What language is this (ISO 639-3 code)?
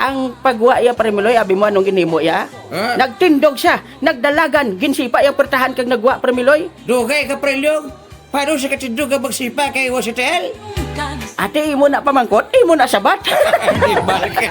hil